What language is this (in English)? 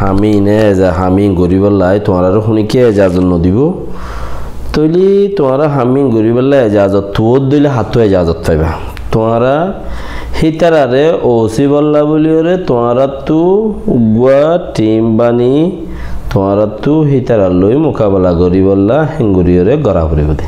Rohingya